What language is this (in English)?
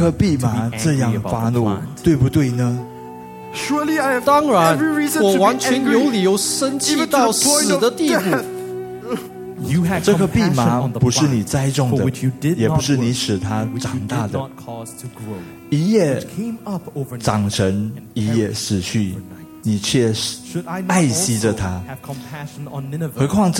Chinese